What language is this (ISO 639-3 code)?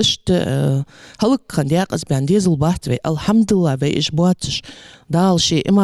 inh